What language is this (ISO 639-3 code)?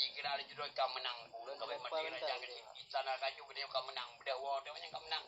ace